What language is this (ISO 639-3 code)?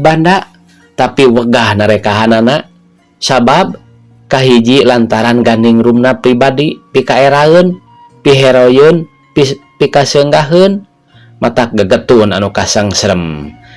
sun